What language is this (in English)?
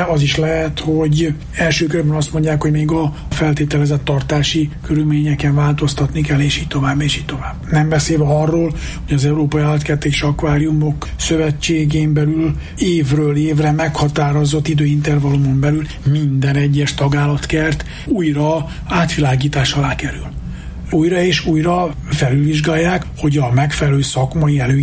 Hungarian